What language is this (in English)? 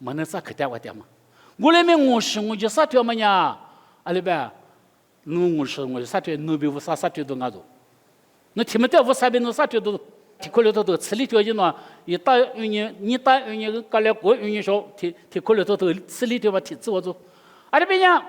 Lisu